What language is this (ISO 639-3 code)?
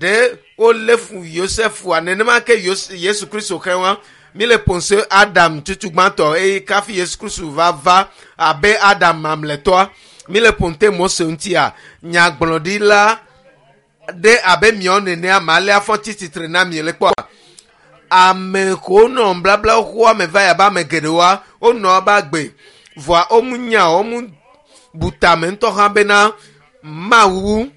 ewe